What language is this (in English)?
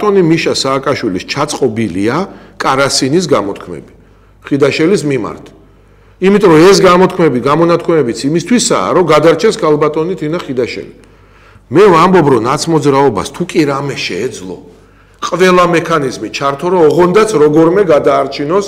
Georgian